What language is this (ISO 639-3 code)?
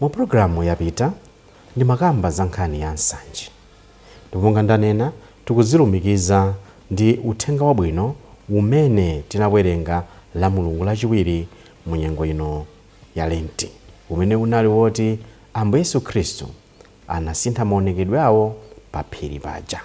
nya